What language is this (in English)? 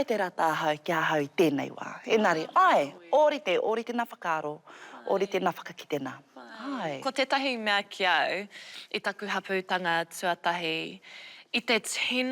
Māori